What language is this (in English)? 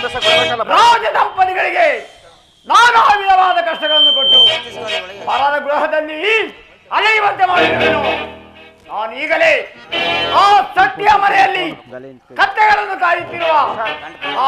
Kannada